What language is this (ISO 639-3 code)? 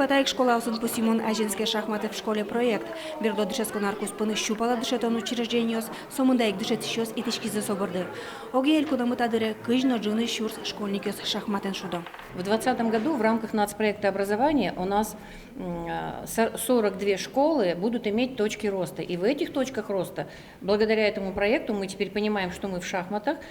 udm